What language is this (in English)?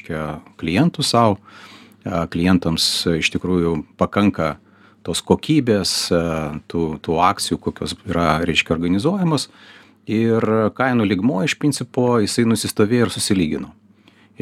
Lithuanian